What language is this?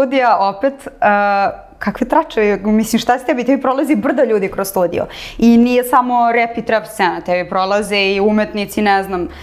Serbian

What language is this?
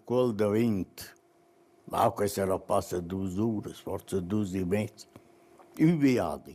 Romansh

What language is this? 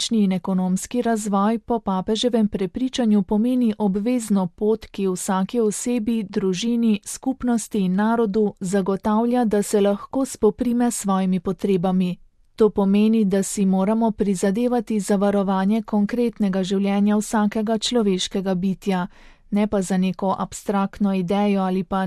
Slovenian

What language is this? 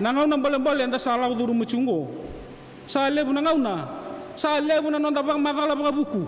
Fijian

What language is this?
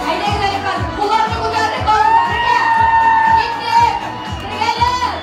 Tatar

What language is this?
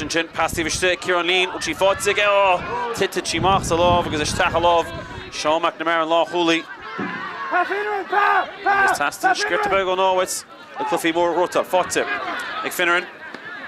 Irish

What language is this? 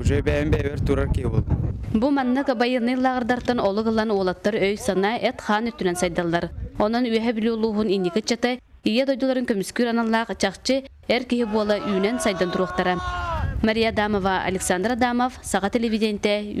Yakut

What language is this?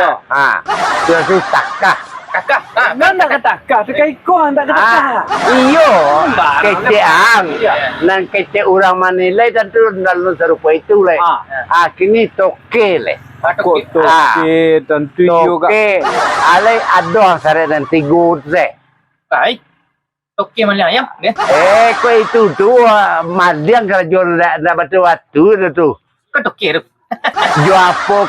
Minangkabau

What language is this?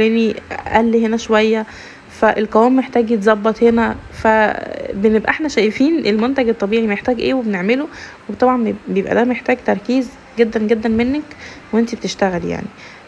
Egyptian Arabic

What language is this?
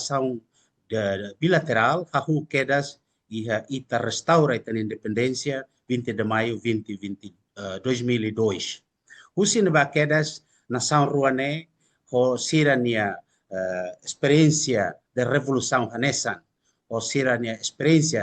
Tetum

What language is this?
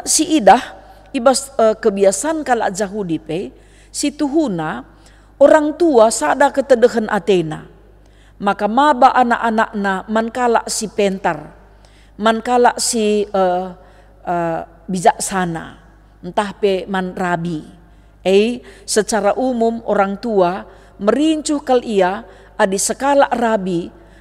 Batak Karo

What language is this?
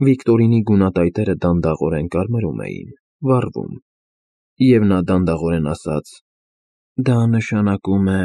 Armenian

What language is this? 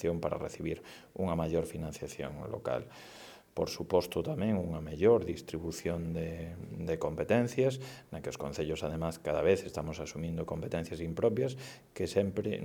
Galician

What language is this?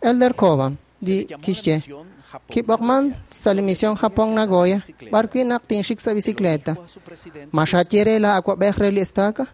Kekchí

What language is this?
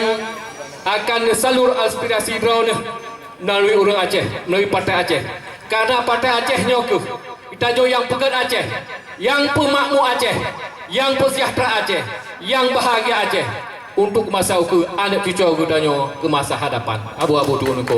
Achinese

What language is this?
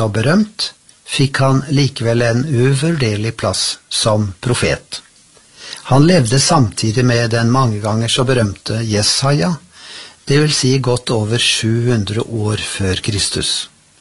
Norwegian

